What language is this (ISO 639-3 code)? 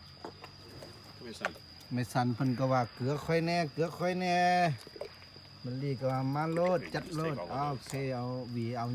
lao